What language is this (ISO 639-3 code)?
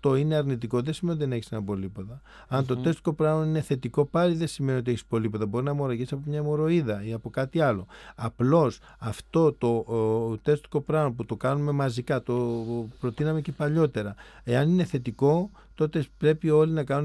ell